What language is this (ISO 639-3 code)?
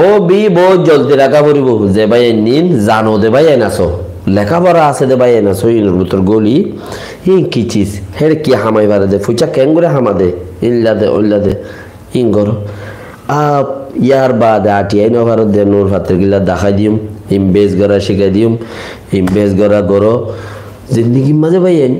rhg